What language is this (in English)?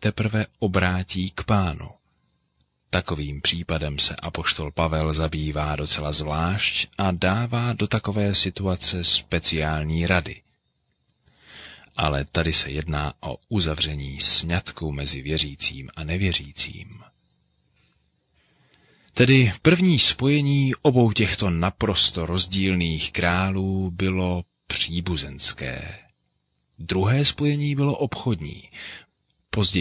Czech